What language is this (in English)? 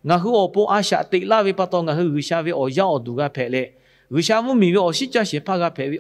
Lahu